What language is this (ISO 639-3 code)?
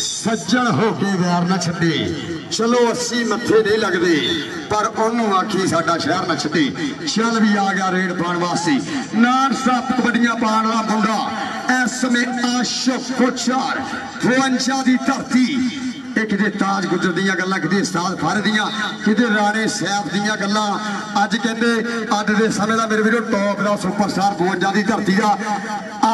pan